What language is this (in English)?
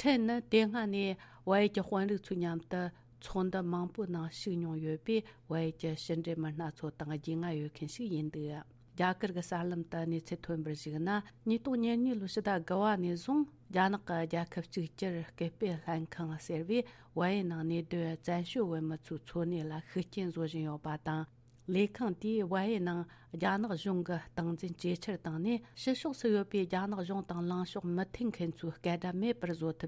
Tibetan